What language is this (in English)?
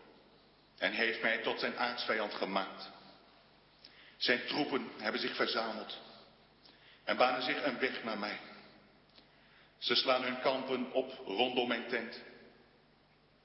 Dutch